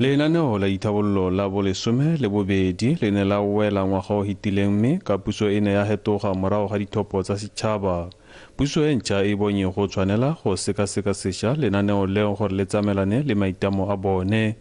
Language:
Tswana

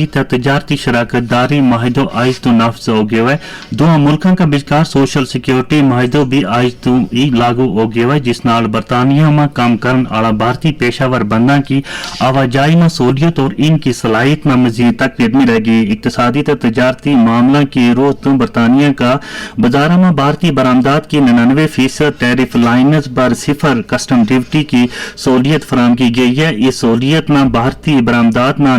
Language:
Gujari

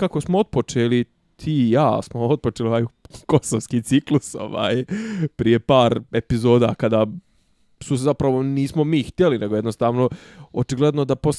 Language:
Bosnian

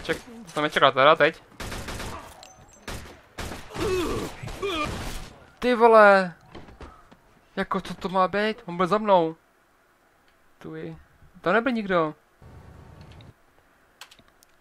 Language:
Czech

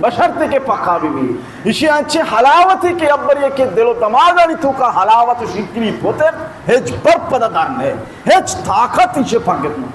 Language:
Baluchi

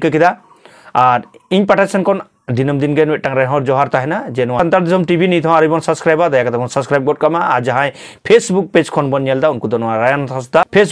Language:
Santali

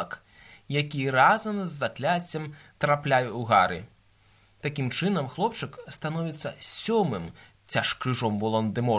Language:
Belarusian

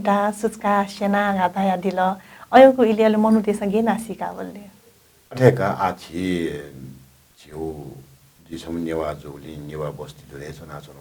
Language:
Newari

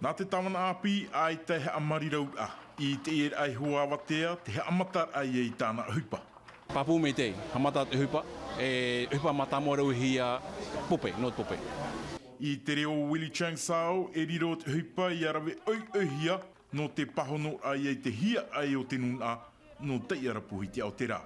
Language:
Tahitian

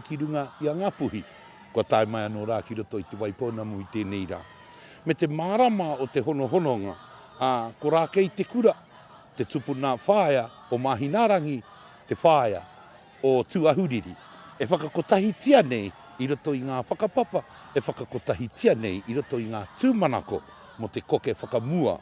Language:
Māori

